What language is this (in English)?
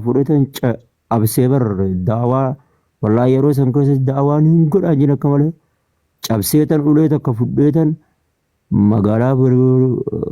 Oromo